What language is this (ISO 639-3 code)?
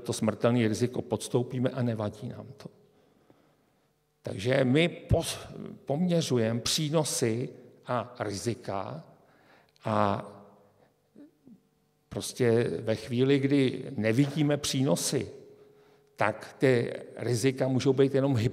ces